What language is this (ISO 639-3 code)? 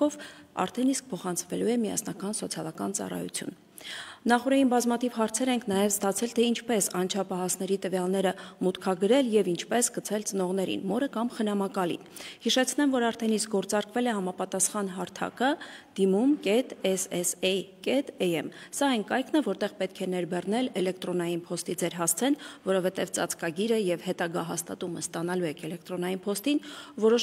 hye